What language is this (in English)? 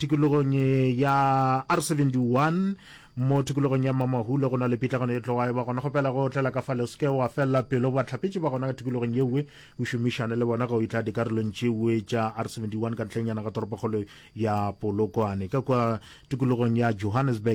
Northern Sotho